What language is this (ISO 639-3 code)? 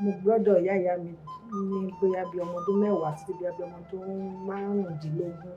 yor